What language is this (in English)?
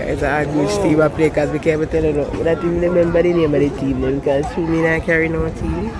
Jamaican Creole English